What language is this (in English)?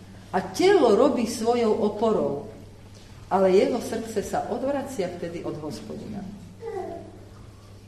Slovak